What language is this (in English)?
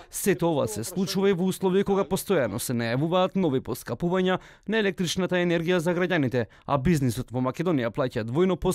Macedonian